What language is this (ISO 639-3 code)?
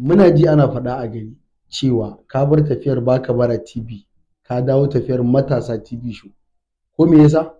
hau